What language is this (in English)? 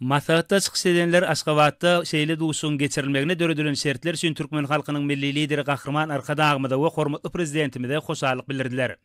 Turkmen